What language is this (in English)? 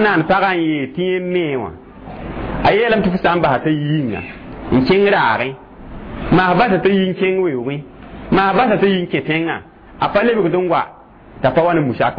Mossi